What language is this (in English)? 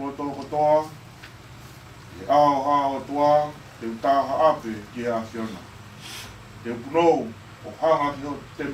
Tongan